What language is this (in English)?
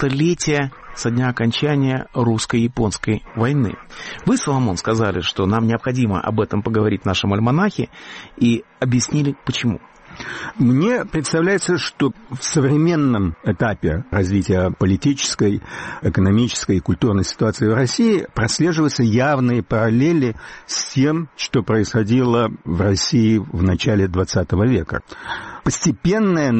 Russian